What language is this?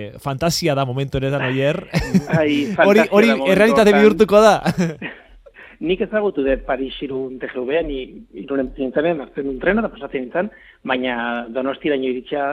Basque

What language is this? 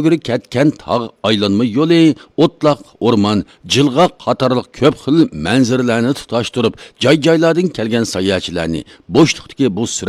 Uyghur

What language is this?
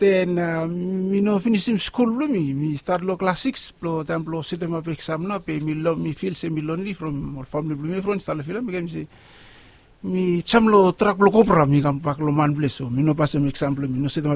Bislama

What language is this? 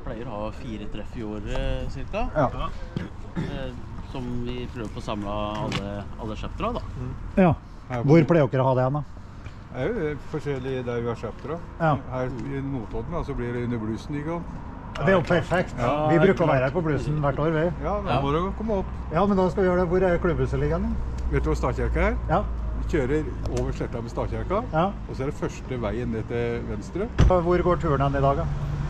Norwegian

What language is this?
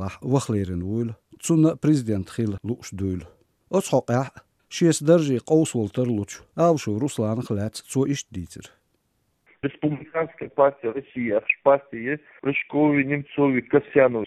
Chechen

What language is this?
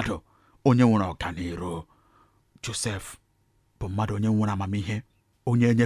Igbo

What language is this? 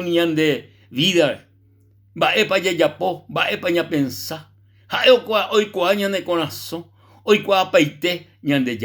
Guarani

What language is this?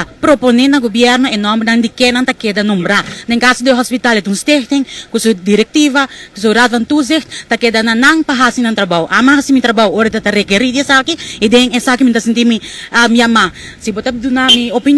Papiamento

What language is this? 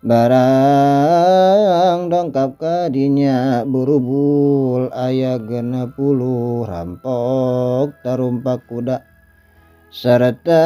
Sundanese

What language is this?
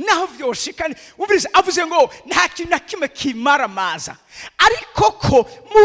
Rundi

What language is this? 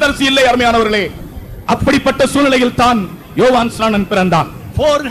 Tamil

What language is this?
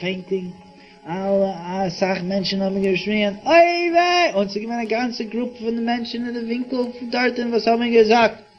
Yiddish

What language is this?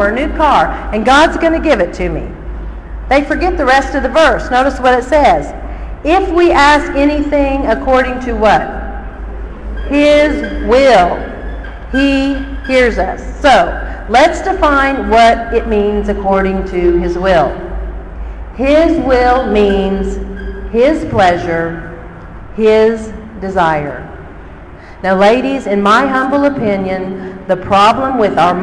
English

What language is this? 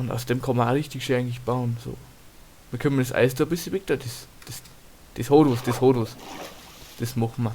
Bavarian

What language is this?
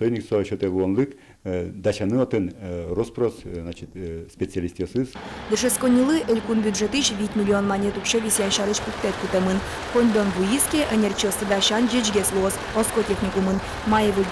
Udmurt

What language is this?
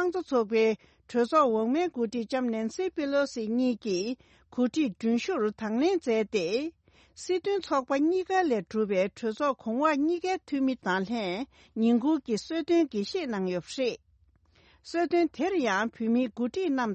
Tibetan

